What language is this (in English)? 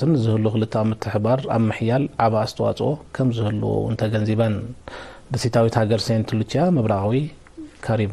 Tigrinya